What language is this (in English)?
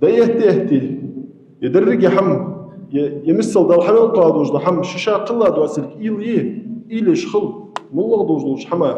Ingush